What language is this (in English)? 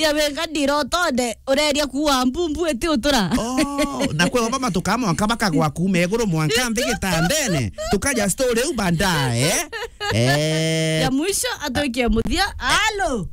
Meru